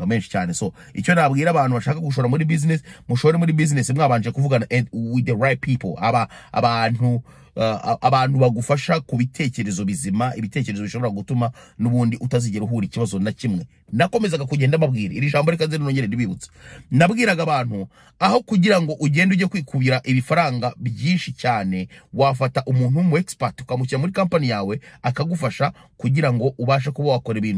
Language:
Kinyarwanda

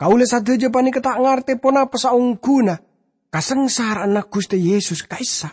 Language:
Madurese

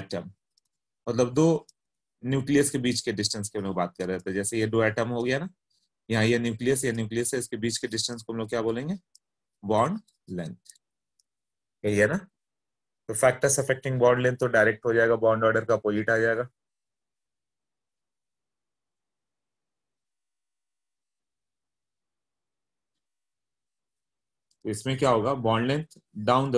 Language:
Hindi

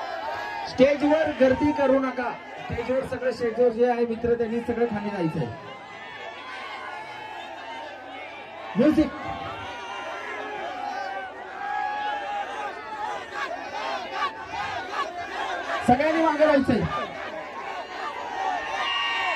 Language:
Marathi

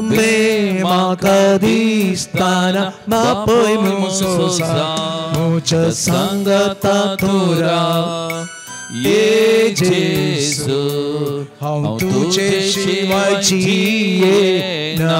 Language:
Konkani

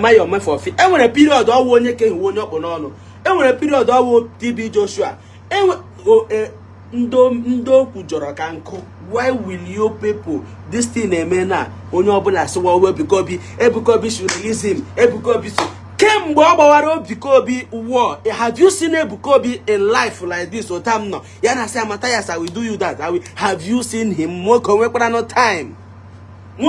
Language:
Igbo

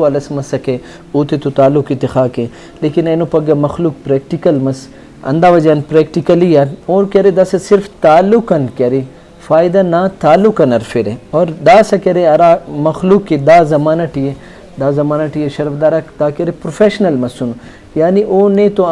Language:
Brahui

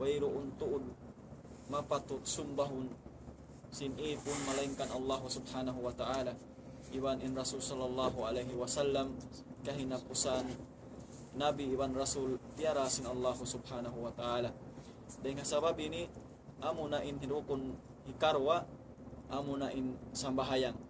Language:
Tausug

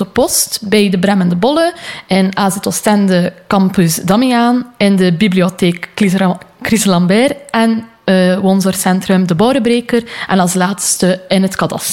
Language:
Dutch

